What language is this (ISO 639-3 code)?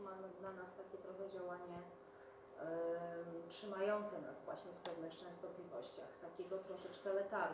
pol